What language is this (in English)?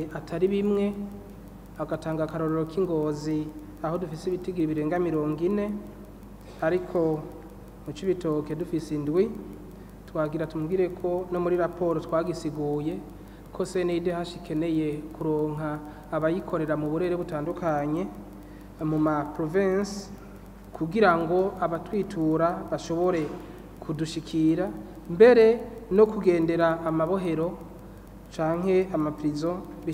Rundi